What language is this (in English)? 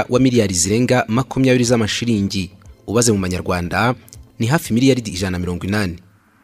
Kinyarwanda